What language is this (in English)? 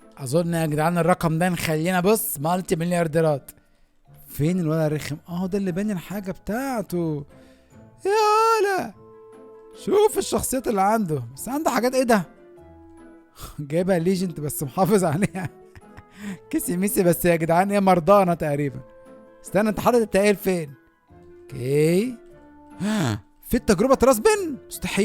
Egyptian Arabic